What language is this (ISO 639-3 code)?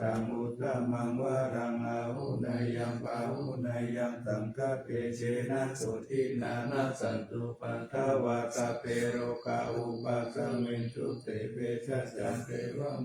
pli